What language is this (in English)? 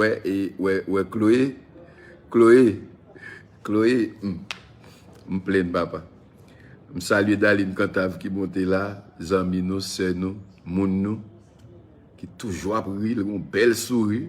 Haitian Creole